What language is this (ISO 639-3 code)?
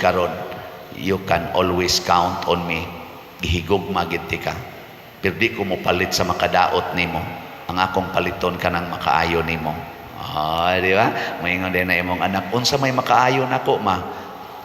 ceb